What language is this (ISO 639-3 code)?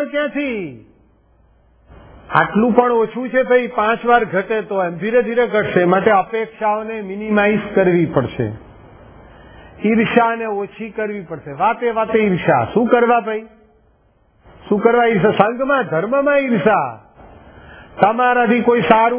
guj